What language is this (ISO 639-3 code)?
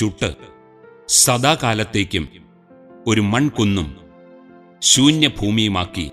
mal